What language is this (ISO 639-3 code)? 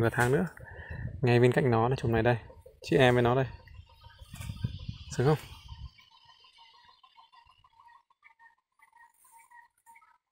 vie